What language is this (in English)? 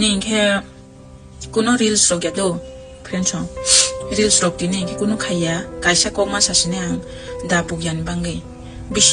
Kok Borok